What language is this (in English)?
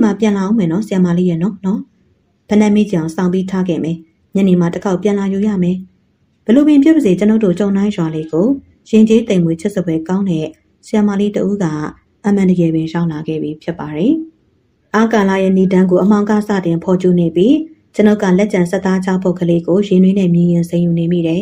Burmese